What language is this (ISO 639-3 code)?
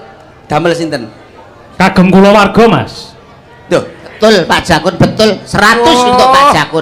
jav